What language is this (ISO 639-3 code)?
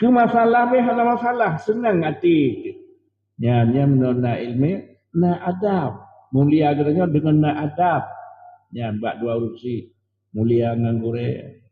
ace